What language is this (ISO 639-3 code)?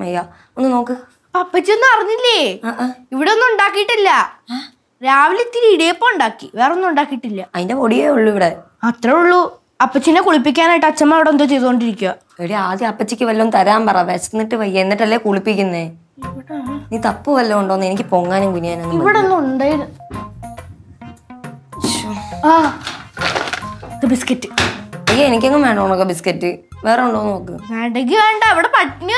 mal